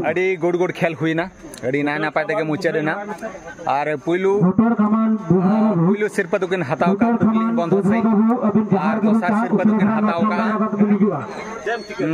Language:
Santali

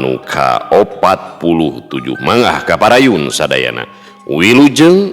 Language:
Sundanese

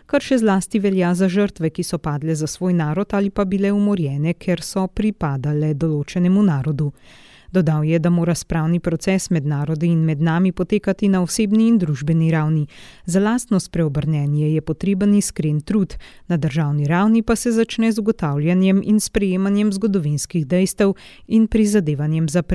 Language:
Slovenian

